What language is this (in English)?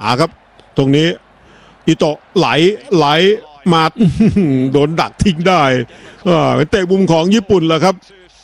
Thai